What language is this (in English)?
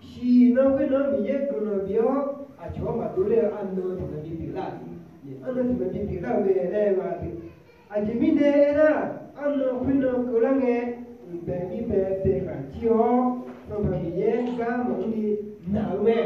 Akha